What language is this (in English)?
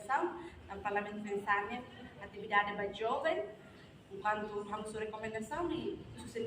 Tetum